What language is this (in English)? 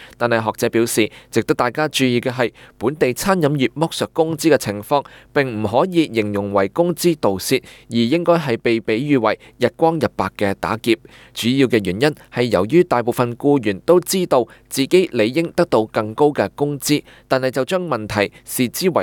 Cantonese